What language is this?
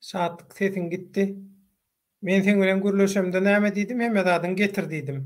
Turkmen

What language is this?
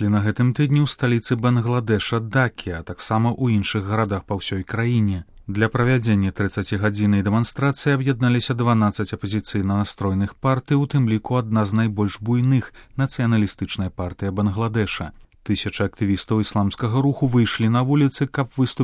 Belarusian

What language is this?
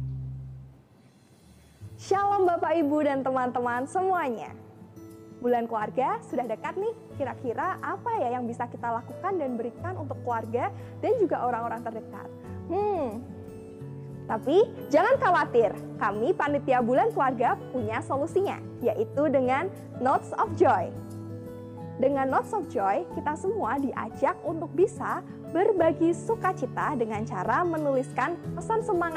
Indonesian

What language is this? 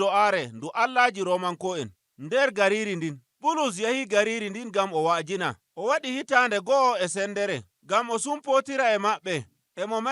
Nigerian Fulfulde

